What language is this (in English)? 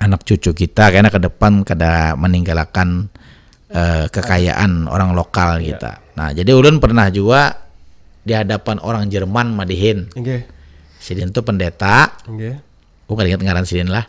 Banjar